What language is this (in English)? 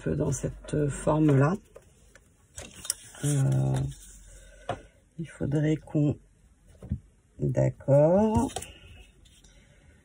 French